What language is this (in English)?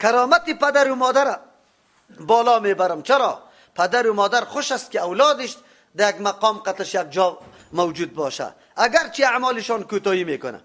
Persian